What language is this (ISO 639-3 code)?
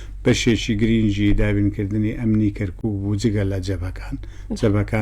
ckb